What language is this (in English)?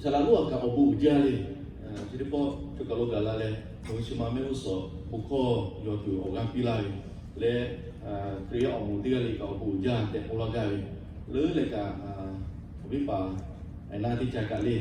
Lahu